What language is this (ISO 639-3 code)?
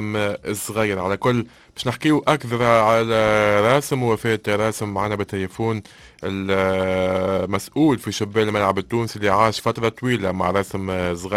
aeb